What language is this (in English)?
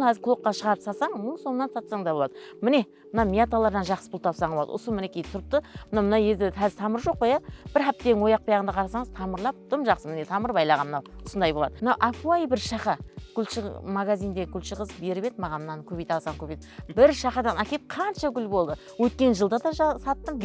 Kara-Kalpak